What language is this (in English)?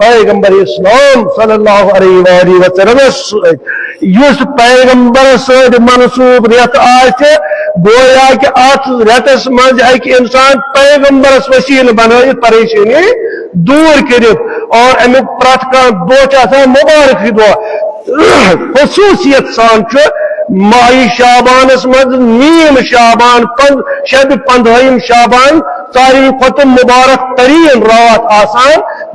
Kashmiri